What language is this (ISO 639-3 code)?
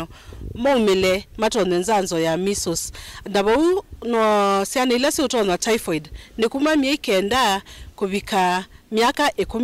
kam